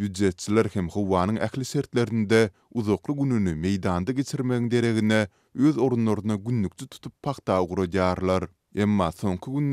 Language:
Turkmen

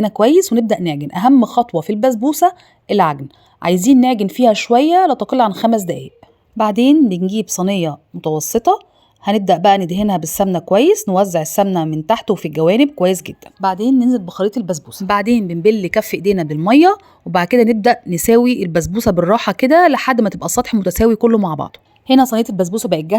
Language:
Egyptian Arabic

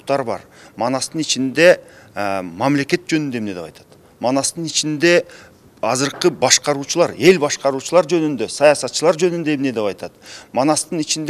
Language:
Kyrgyz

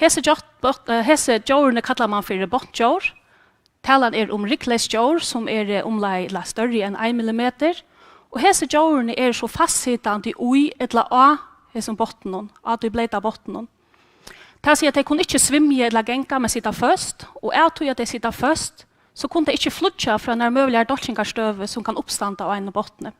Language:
Faroese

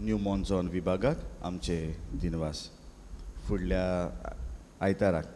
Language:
Konkani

